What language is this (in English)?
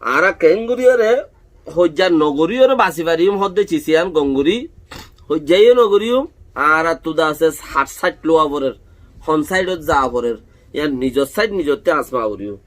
Rohingya